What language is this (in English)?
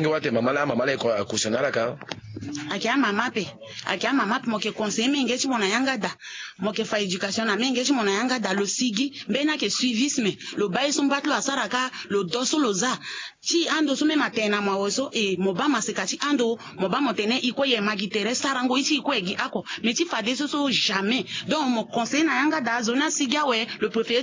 Sango